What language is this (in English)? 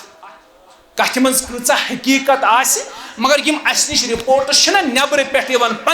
Kashmiri